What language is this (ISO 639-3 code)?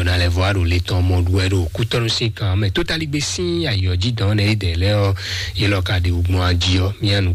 fon